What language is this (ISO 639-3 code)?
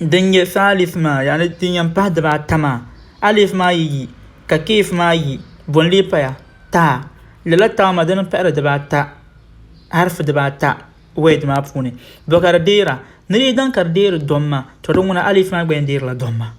dag